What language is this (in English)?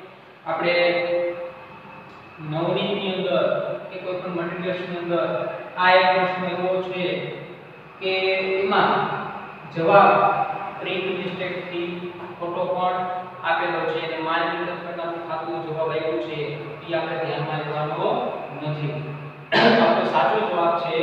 Gujarati